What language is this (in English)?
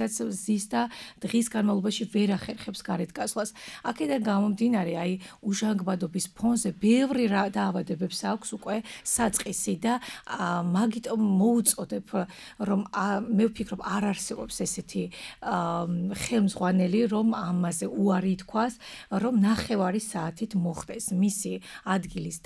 Georgian